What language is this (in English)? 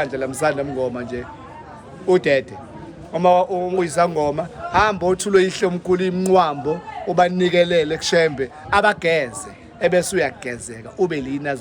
Zulu